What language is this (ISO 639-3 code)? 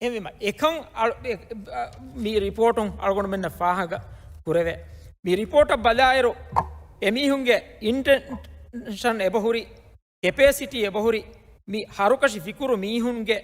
div